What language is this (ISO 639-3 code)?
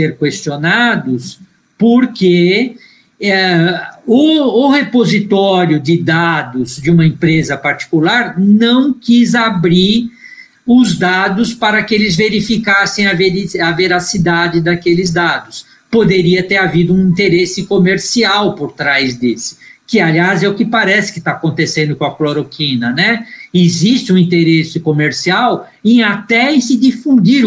por